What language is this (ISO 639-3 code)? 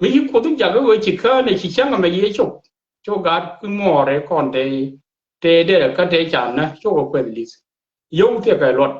nus